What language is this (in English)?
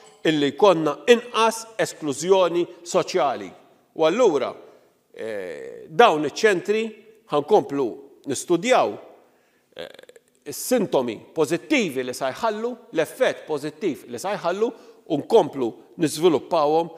Maltese